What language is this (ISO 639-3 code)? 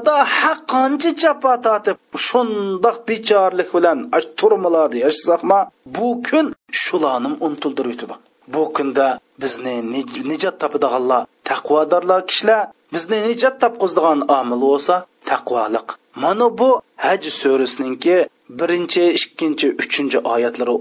uig